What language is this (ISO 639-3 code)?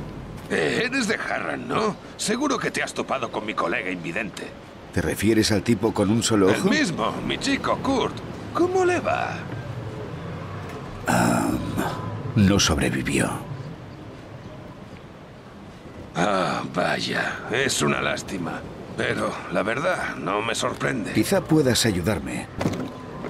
spa